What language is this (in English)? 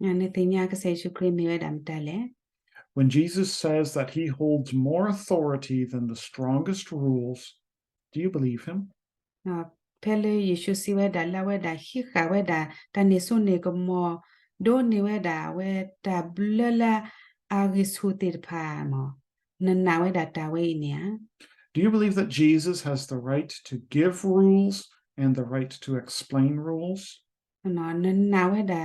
S'gaw Karen